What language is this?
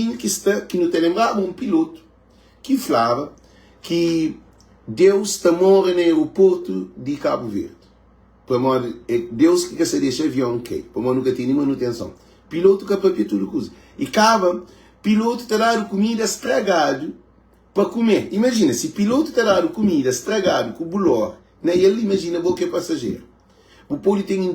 Kabuverdianu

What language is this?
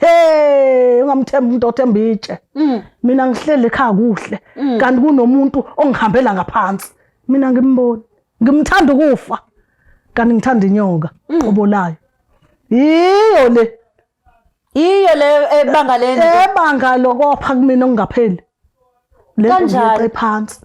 Zulu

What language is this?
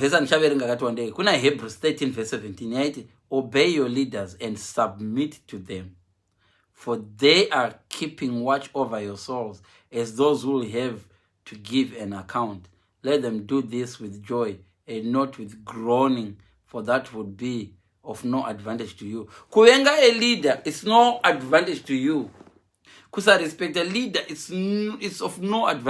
Shona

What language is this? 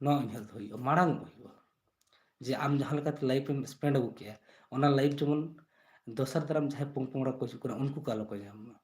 Santali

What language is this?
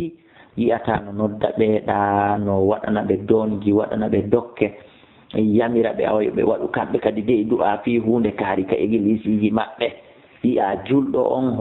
Fula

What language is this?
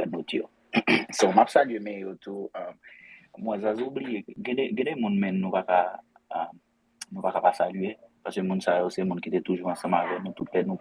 Haitian Creole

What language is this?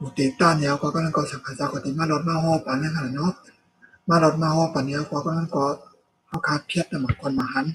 Shan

